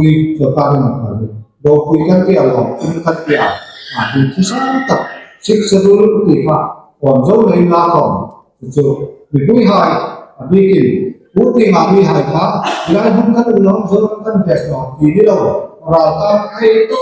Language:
Hmar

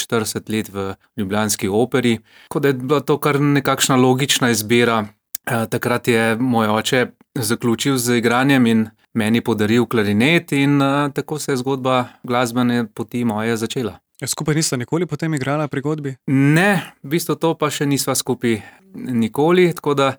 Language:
Slovenian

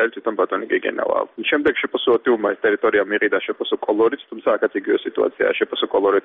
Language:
Georgian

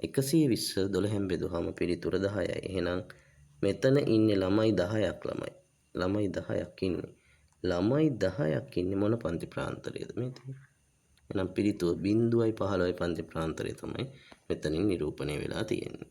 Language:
Sinhala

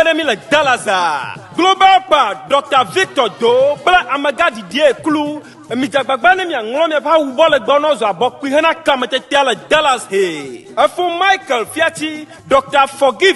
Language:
Ewe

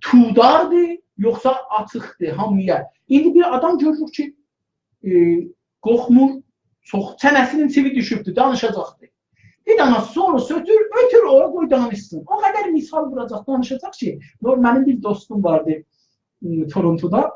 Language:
South Azerbaijani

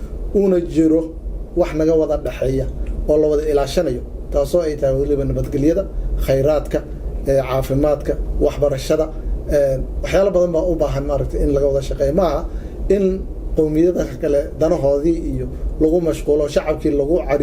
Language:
Somali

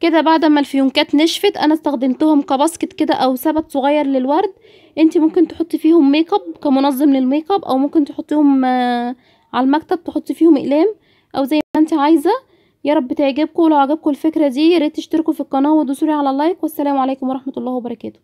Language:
Egyptian Arabic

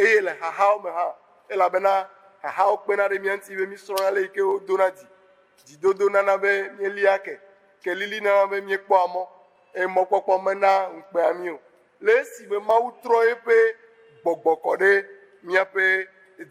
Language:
Ewe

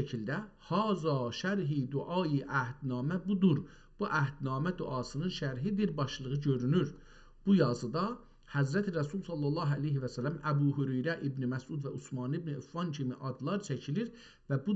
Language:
South Azerbaijani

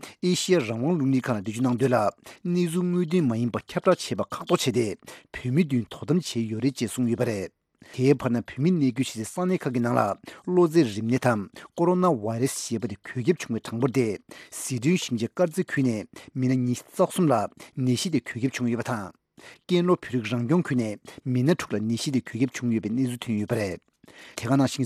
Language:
Tibetan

